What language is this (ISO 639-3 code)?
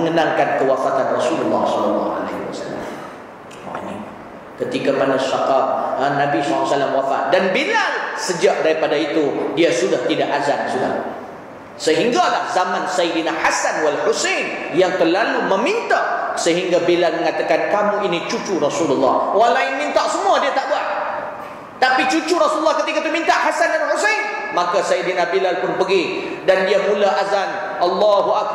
msa